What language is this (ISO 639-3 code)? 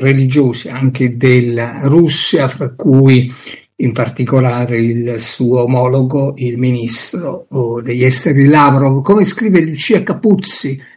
ita